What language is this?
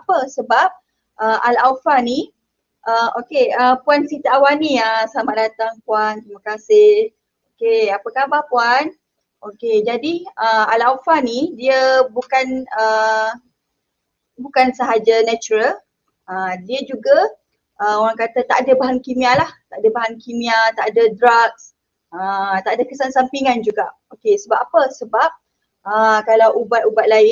Malay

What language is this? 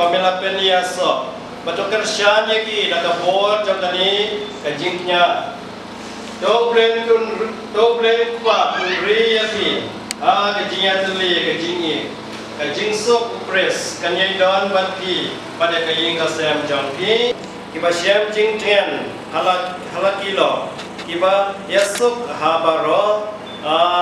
Khasi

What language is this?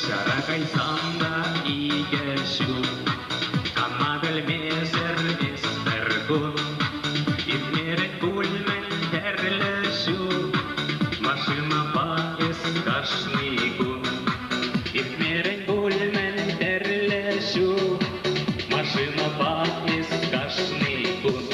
Chuvash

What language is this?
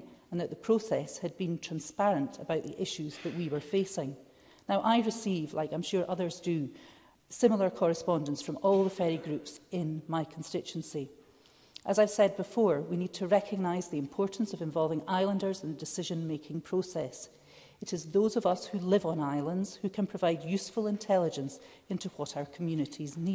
English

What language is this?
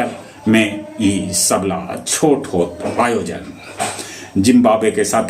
Magahi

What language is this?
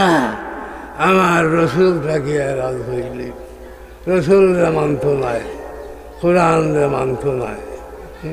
Sylheti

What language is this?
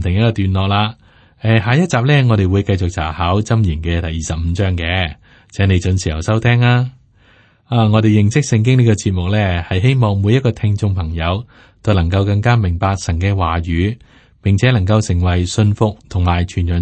Cantonese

